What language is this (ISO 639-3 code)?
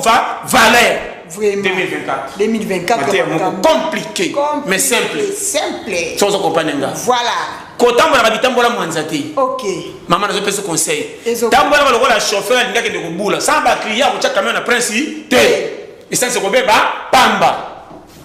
lin